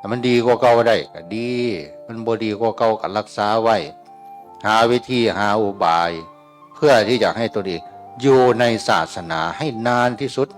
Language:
Northeastern Thai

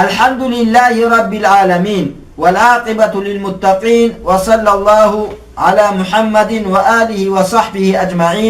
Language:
Avaric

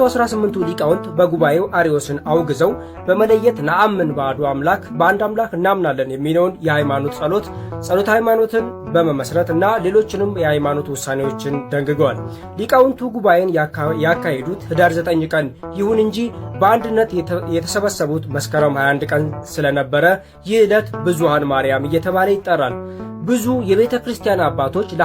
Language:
Amharic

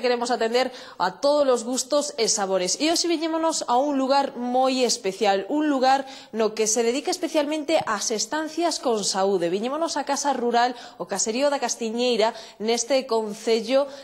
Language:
Galician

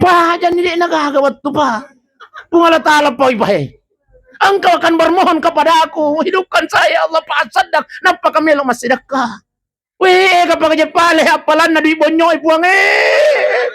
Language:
Buginese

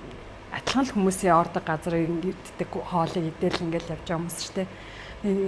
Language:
Mongolian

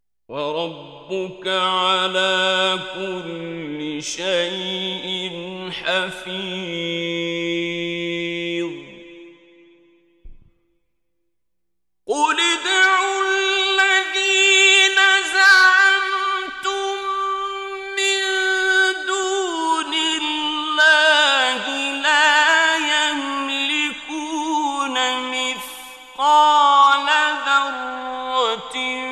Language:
Arabic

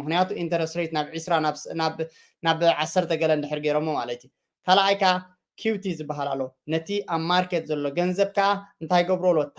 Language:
Tigrinya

